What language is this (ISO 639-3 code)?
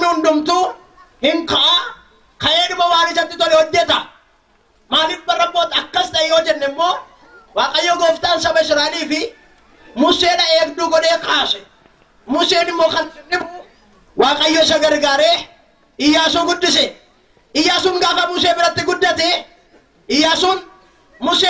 orm